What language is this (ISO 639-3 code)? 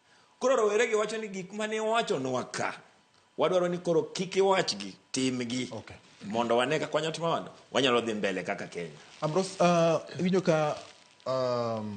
luo